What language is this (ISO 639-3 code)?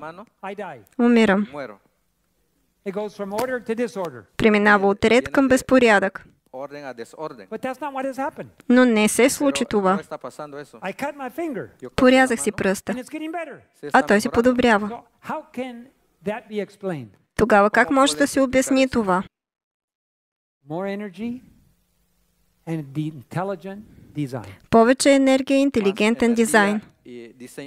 bul